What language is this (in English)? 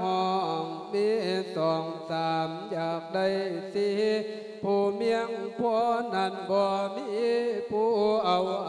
Lao